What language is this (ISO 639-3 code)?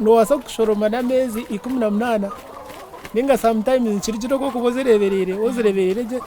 nyn